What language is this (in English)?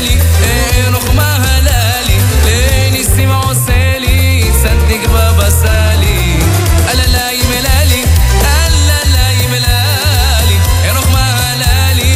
Hebrew